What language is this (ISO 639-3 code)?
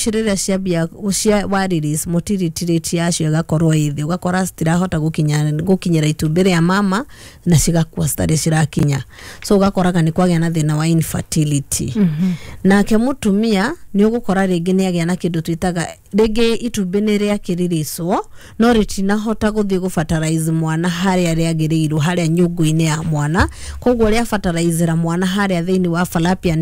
kik